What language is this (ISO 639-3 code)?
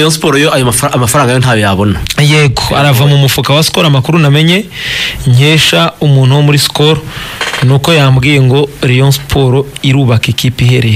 kin